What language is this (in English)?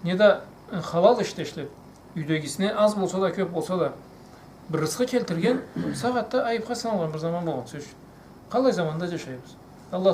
Karachay-Balkar